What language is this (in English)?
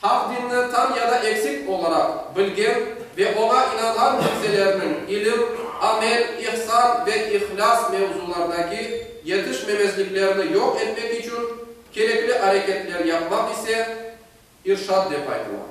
Crimean Tatar